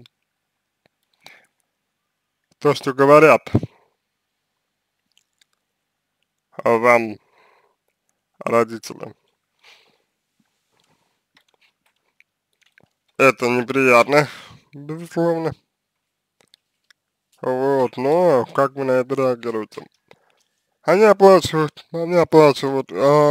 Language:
Russian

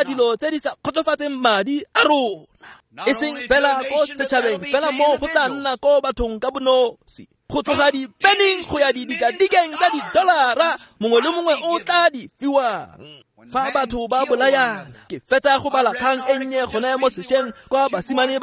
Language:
Tswana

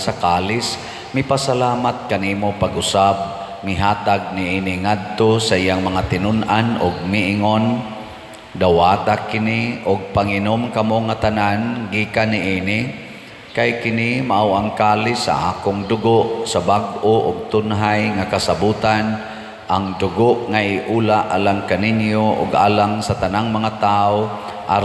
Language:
Cebuano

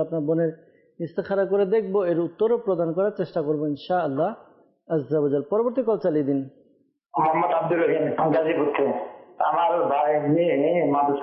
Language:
Bangla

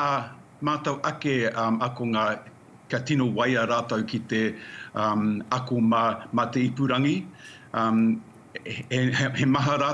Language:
Māori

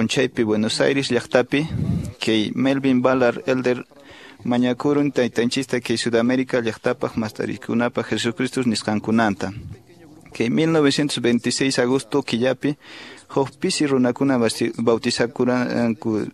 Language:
Quechua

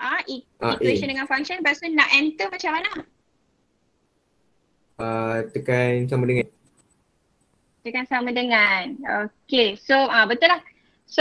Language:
Malay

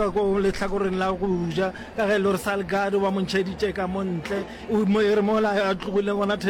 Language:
Northern Sotho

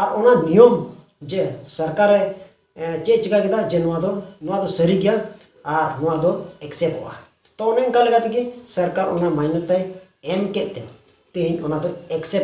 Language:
Santali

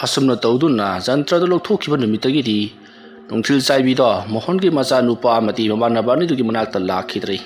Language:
Manipuri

